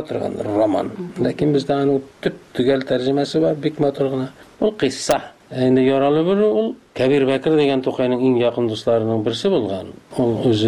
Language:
Tatar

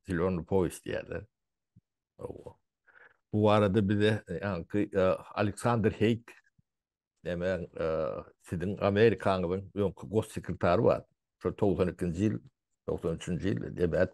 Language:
Turkmen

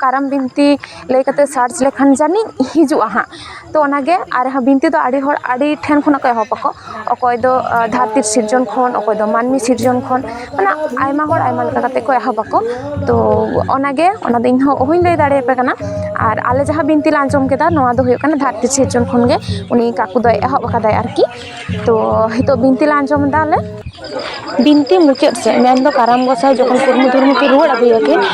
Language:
Santali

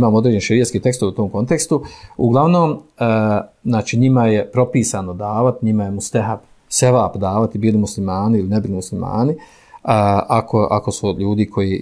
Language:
Bosnian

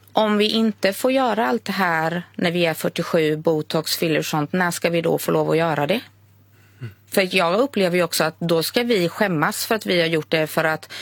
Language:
Swedish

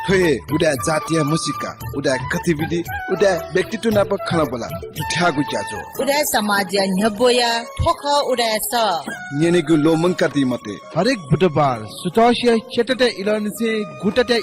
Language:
Newari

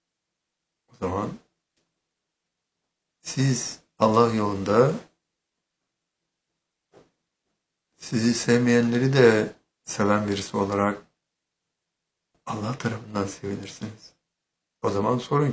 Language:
Turkish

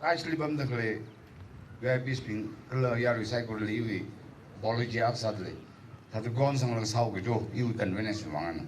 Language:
Tangkhul Naga (India)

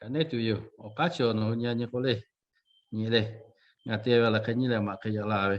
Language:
Lahu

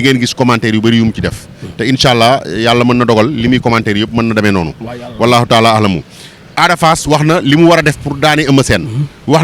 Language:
Wolof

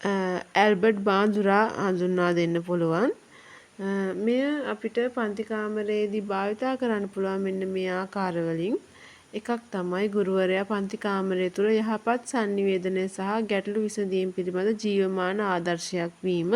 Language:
Sinhala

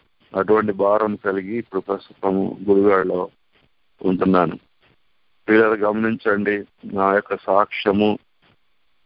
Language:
Telugu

